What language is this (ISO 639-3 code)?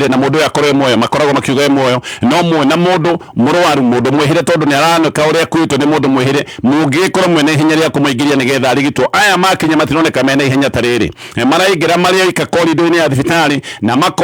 kik